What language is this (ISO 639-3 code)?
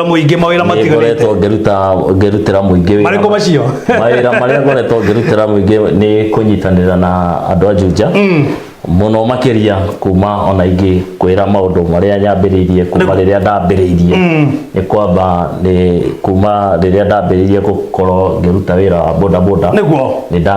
kik